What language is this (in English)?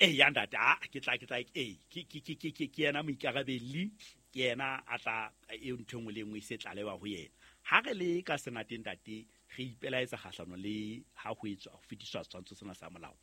Southern Sotho